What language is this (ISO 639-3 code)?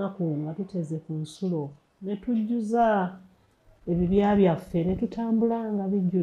lug